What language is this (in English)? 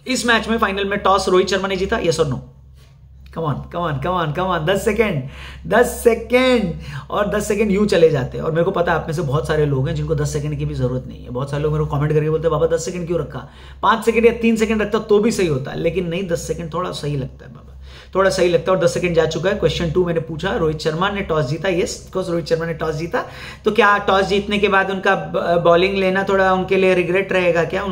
Hindi